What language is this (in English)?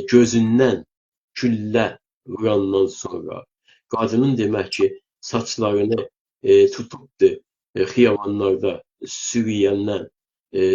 South Azerbaijani